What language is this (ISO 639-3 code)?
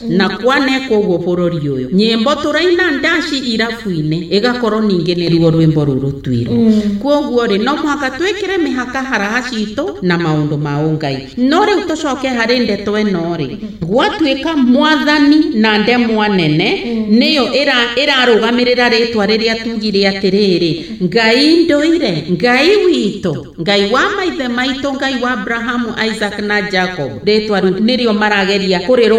kik